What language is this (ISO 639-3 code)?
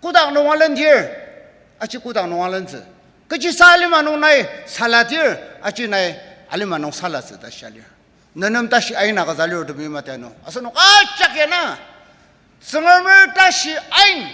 njo